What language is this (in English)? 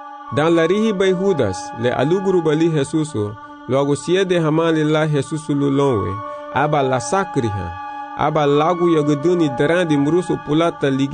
Garifuna